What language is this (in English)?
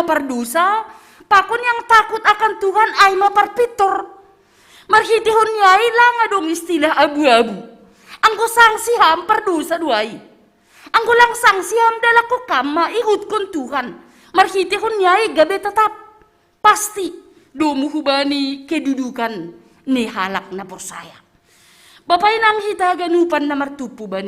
Batak Simalungun